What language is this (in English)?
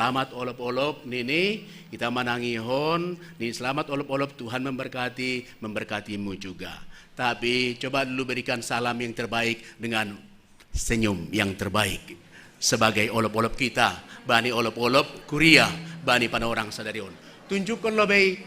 Batak Simalungun